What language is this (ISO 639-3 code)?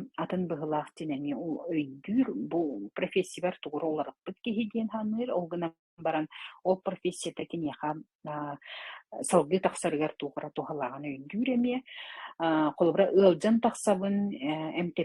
sah